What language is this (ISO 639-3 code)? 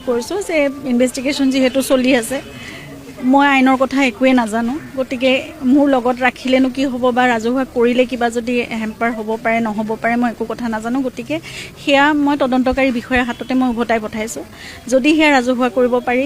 asm